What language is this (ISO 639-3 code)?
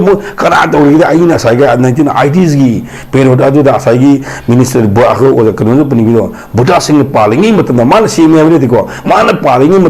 mni